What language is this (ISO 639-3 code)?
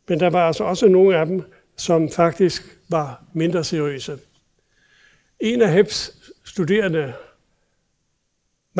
dan